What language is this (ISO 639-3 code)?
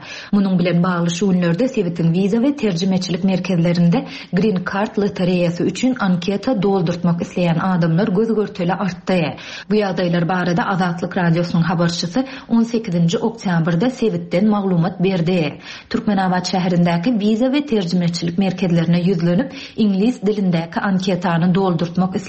tuk